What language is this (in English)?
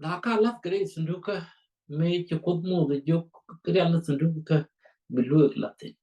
Nuer